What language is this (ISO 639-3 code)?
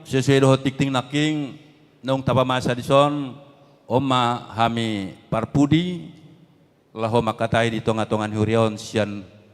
bbc